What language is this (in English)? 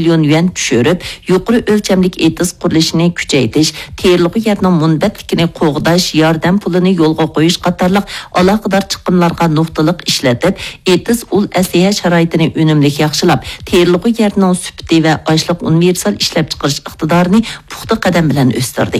Uyghur